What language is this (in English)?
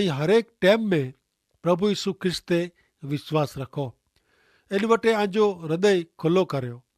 Kachhi